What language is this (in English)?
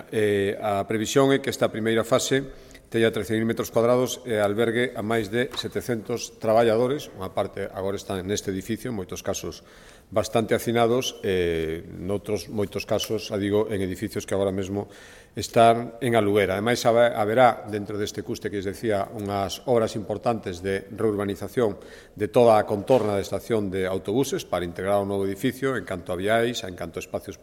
Galician